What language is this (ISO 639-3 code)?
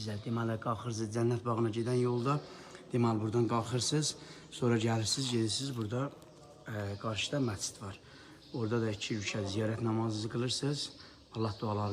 aze